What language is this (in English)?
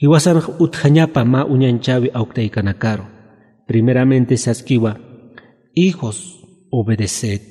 Aymara